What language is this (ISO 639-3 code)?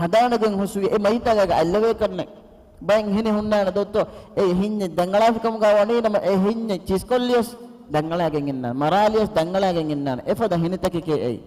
div